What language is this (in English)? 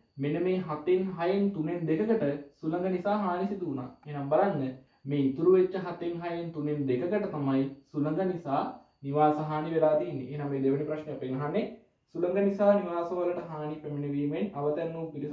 Sinhala